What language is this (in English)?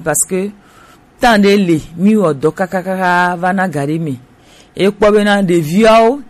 Gen